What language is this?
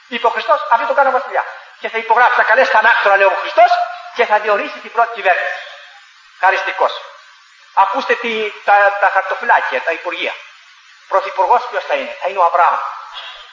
Greek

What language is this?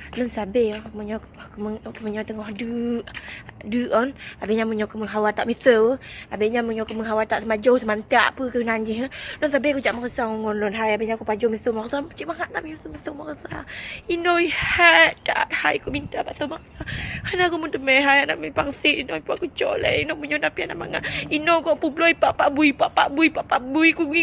Achinese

